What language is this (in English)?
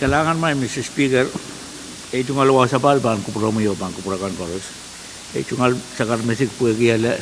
Pohnpeian